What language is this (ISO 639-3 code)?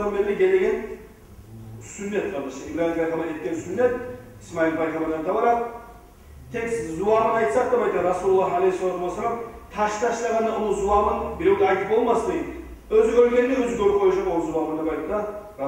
kum